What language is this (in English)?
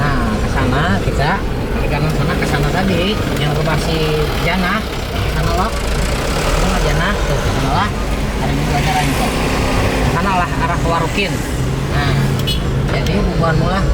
Banjar